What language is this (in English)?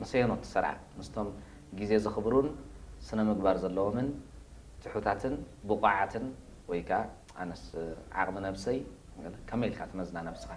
Tigrinya